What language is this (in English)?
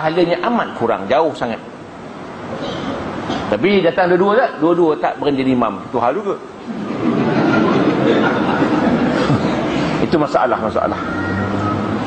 Malay